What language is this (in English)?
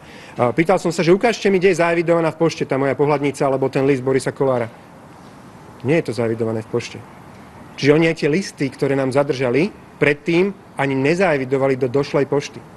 Slovak